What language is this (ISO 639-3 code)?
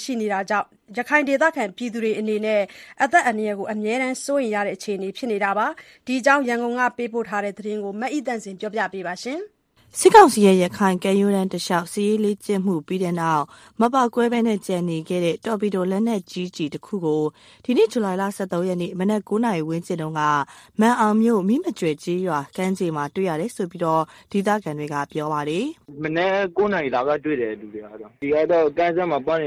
mya